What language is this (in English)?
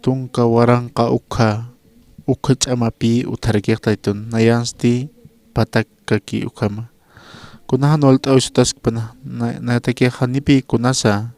Aymara